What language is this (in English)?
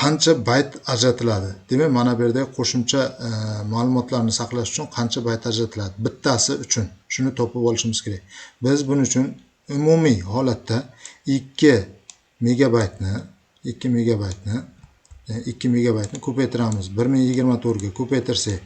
Uzbek